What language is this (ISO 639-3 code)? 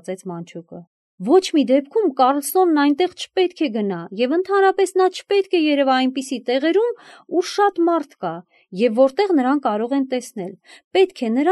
hye